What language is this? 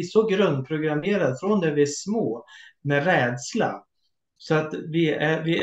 Swedish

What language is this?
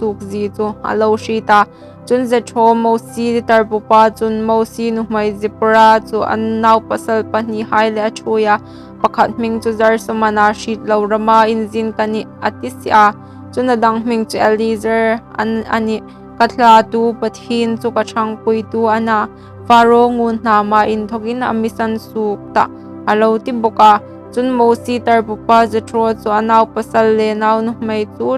Hmar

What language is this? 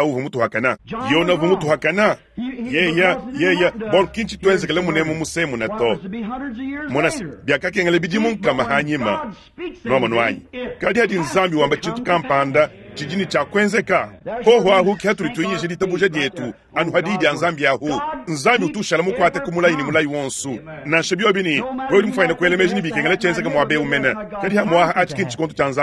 Luba-Lulua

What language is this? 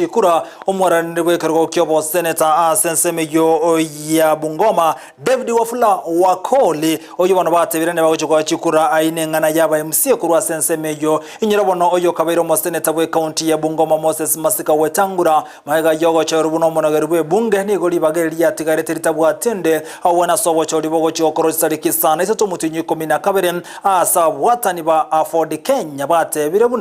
Gusii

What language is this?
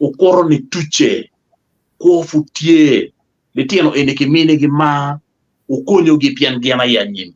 Acoli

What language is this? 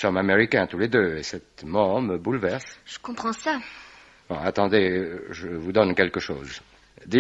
French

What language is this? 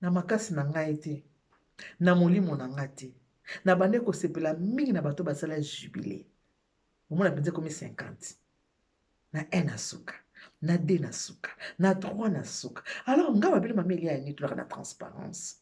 Lingala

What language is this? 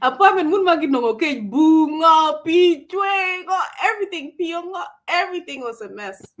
Acoli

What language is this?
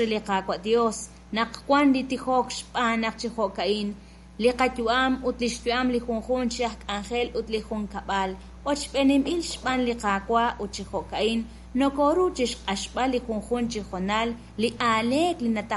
Kekchí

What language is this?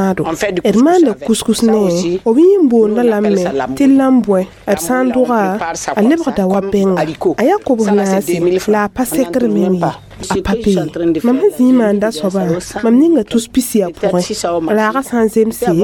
Mossi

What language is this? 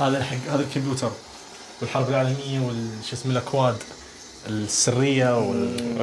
Najdi Arabic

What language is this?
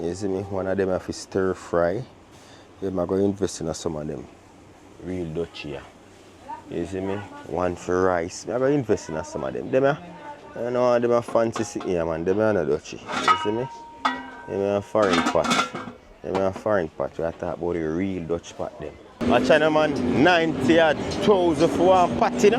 Jamaican Creole English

